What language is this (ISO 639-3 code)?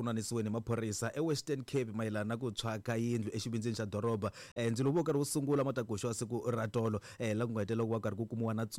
tso